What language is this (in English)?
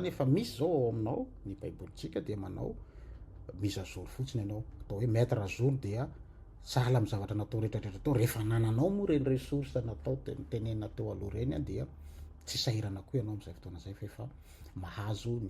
Malagasy